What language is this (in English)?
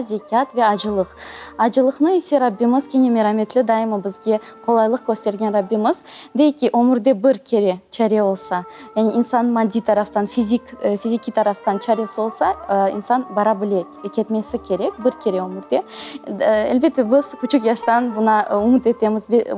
Crimean Tatar